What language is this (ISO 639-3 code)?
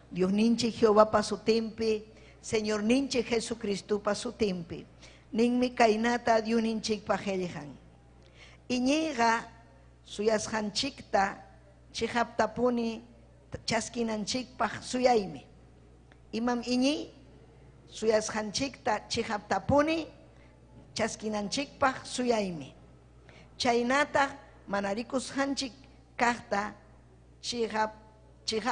quy